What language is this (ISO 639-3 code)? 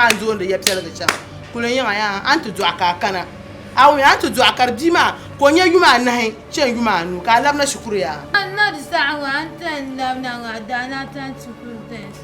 dag